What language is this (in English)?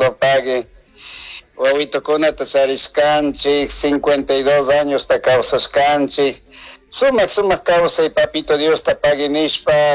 Chimborazo Highland Quichua